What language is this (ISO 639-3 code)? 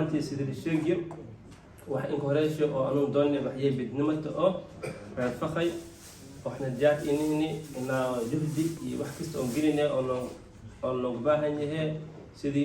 som